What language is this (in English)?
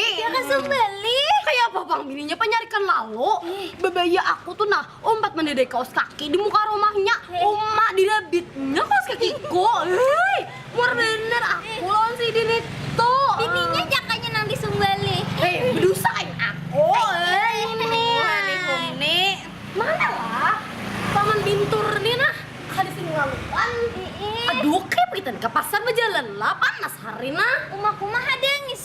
Banjar